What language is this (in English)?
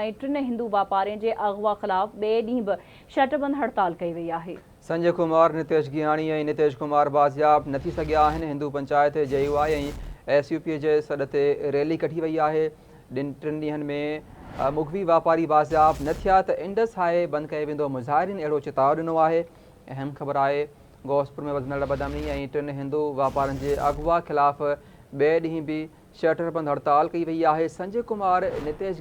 Sindhi